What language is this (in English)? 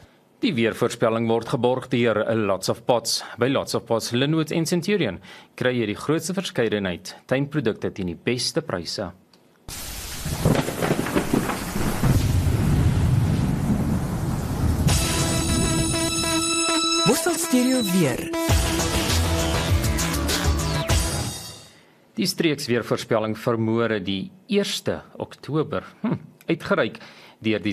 Afrikaans